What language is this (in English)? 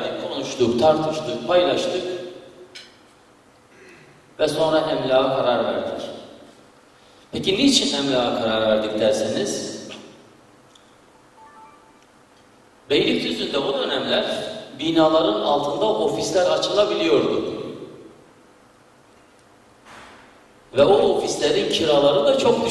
Turkish